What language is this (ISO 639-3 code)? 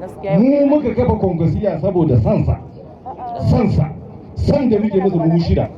hau